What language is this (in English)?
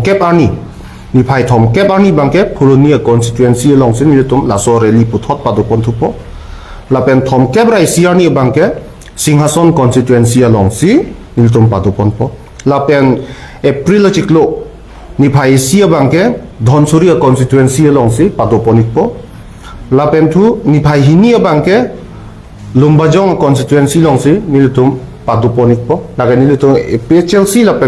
Karbi